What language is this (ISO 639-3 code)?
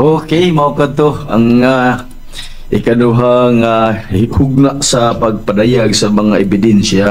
ceb